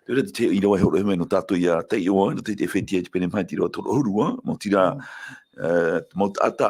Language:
Tahitian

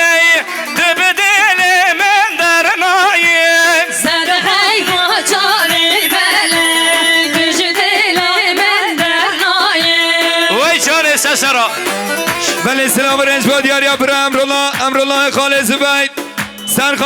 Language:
Kurdish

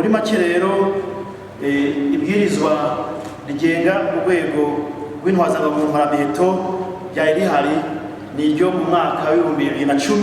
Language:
Rundi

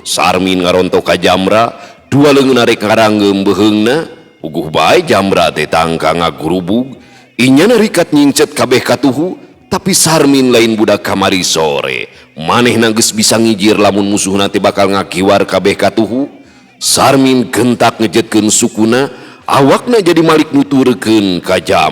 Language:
Sundanese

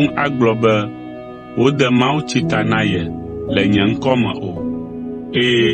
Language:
Ewe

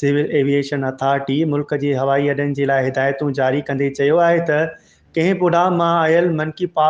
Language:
Sindhi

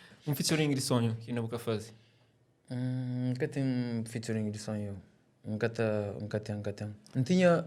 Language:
Kabuverdianu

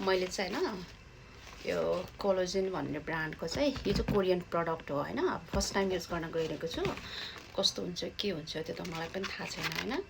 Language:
Nepali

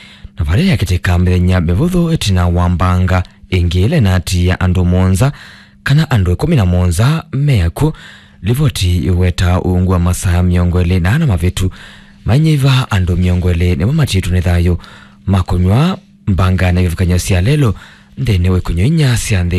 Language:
Kamba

